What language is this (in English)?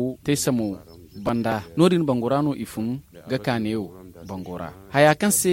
Zarma